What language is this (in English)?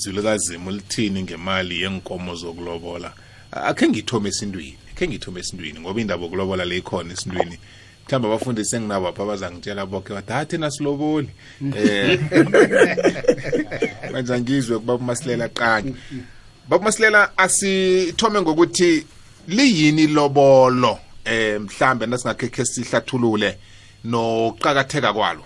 South Ndebele